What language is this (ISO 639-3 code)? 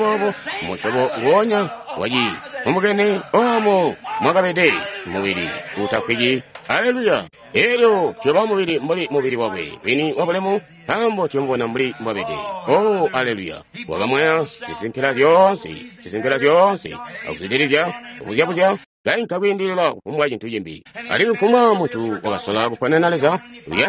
toi